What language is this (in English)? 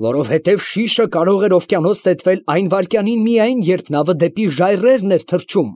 Armenian